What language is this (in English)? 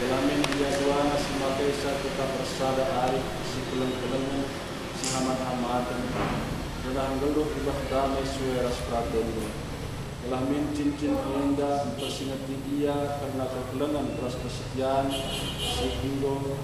Batak Karo